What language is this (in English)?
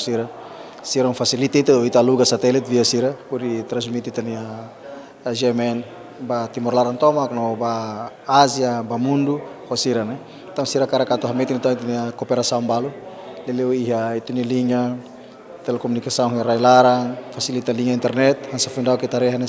Tetum